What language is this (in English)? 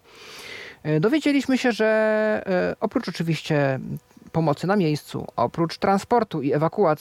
Polish